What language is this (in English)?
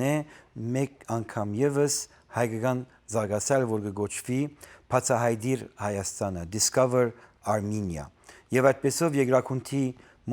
Western Armenian